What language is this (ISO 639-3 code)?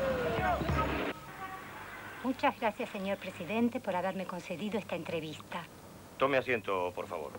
spa